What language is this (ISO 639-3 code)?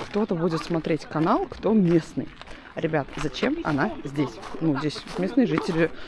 rus